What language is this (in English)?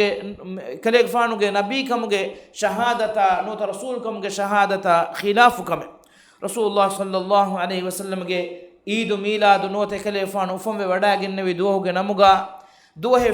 Divehi